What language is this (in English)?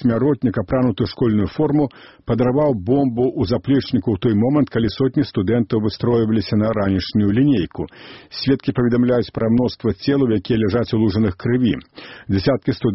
Belarusian